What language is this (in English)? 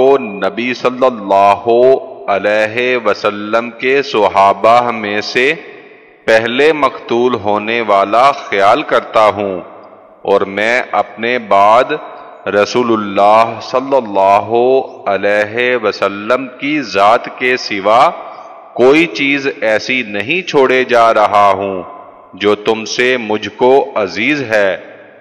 Urdu